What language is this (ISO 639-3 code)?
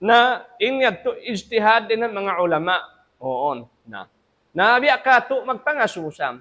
tsg